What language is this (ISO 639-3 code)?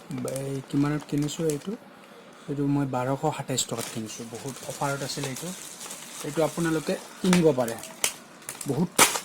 asm